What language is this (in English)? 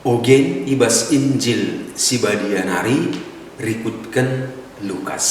Batak Karo